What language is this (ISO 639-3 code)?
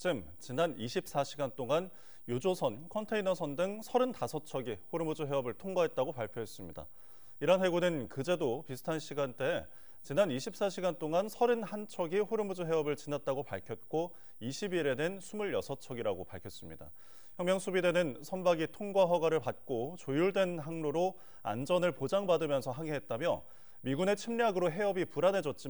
kor